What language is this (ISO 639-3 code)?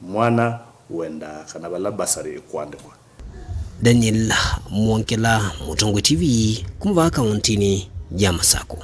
kam